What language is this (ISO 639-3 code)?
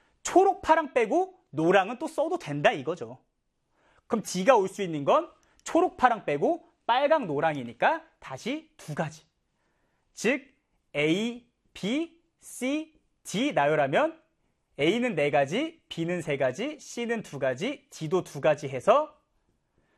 kor